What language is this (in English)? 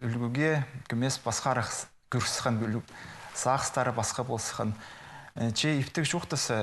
Khakas